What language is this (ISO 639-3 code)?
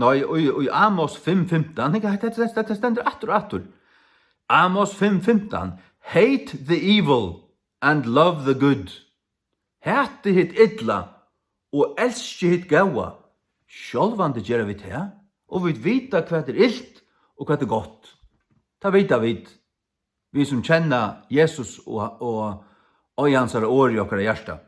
fao